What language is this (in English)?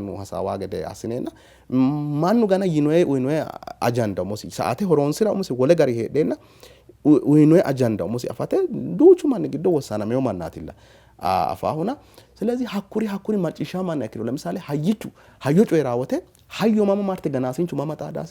Sidamo